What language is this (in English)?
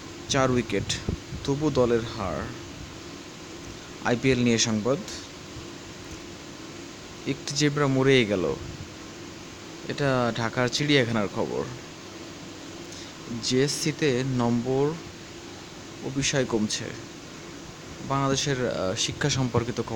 Bangla